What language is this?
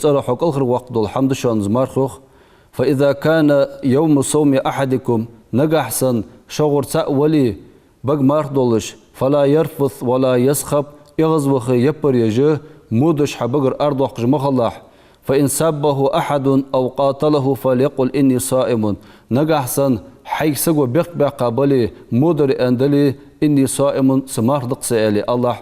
Ingush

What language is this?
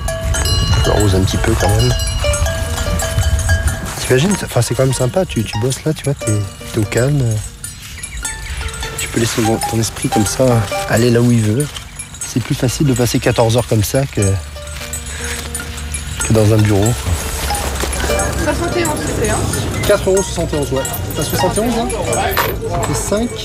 French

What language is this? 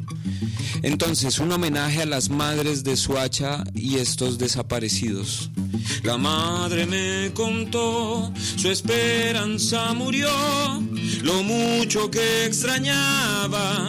Spanish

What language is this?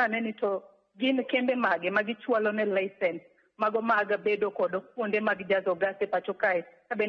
Luo (Kenya and Tanzania)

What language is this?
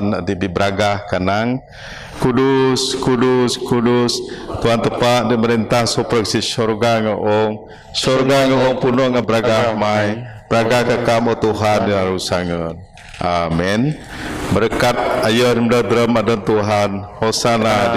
Biatah Bidayuh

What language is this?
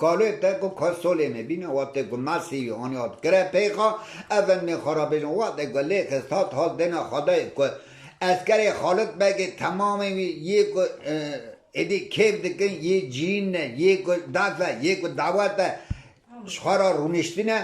Kurdish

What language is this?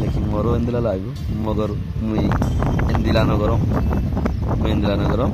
Rohingya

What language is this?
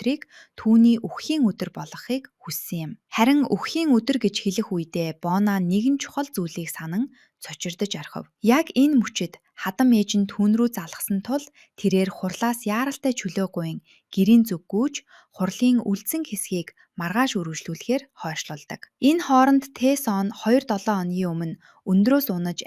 Mongolian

